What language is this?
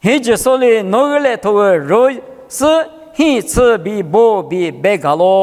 Lisu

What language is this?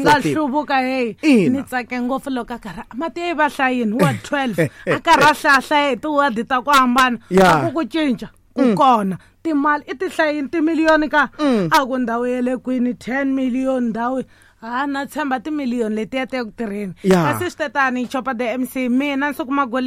Tsonga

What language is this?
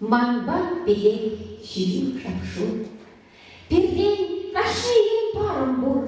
Chuvash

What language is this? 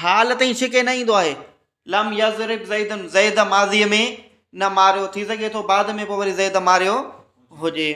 Sindhi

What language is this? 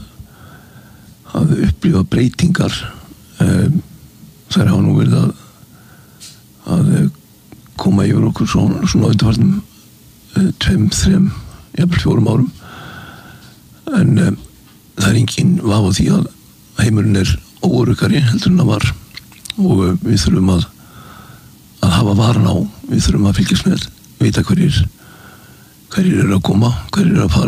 Icelandic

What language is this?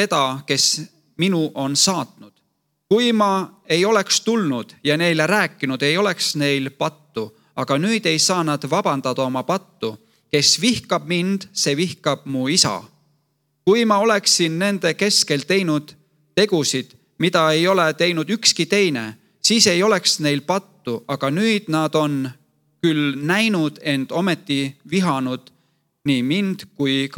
Estonian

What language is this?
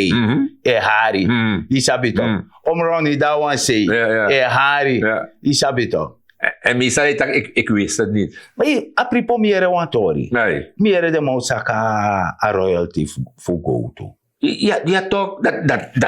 Sranan Tongo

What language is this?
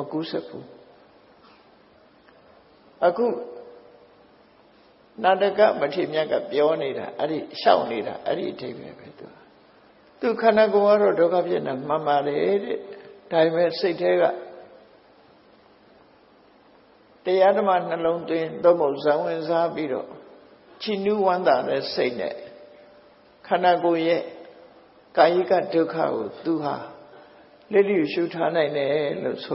Burmese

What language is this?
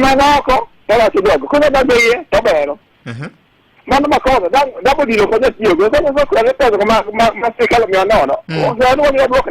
Luo (Kenya and Tanzania)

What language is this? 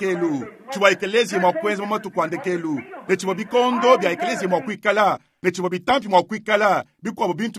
Luba-Lulua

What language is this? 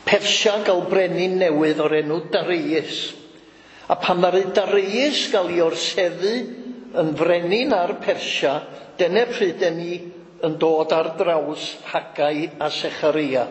Welsh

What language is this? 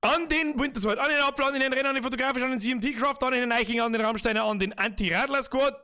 Bavarian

